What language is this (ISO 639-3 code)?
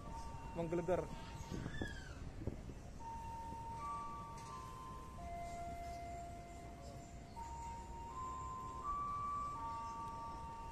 ind